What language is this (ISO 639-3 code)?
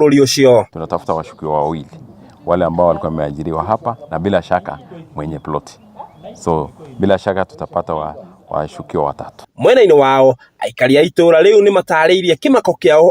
kik